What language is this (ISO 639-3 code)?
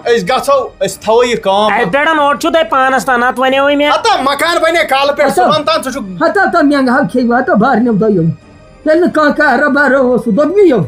kas